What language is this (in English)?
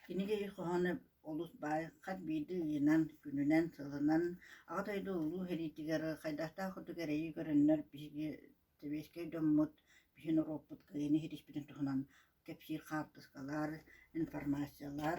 Yakut